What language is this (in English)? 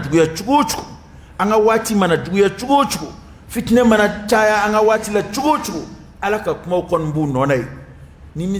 Dyula